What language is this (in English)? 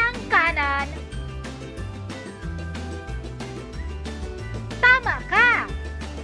Bikol